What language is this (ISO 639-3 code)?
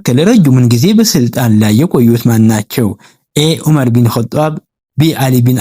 amh